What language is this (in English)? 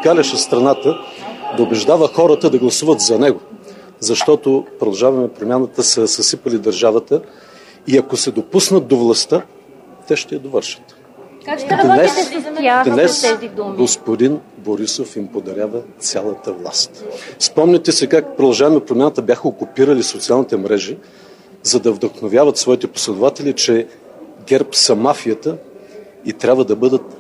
Bulgarian